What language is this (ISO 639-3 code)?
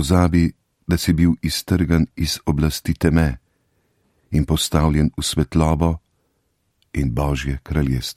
slv